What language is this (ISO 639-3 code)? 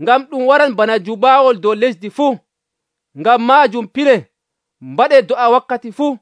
fuv